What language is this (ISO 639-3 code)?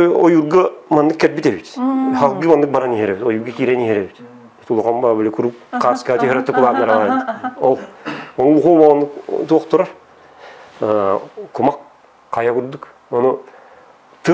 sah